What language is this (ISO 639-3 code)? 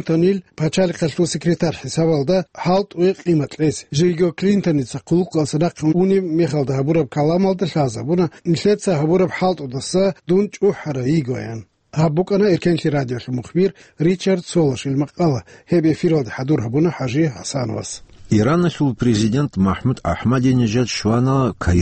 ava